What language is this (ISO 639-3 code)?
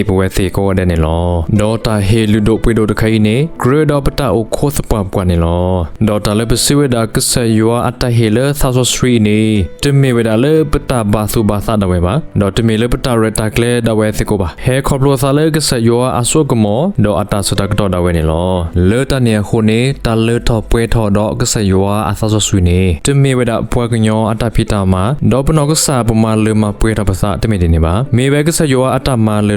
ksw